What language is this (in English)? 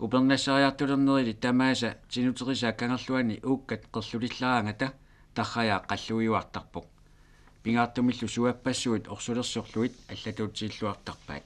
Kalaallisut